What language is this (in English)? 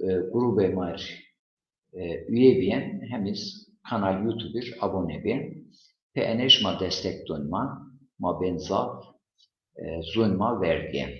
Zaza